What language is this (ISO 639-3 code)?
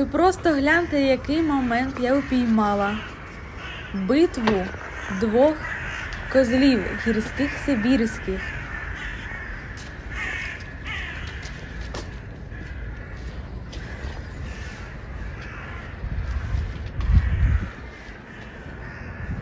ukr